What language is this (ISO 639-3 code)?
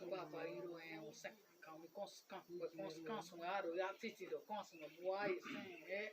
bzd